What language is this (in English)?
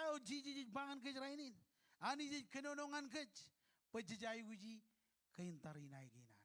Marshallese